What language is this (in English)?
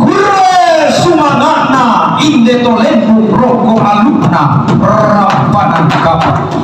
Toraja-Sa'dan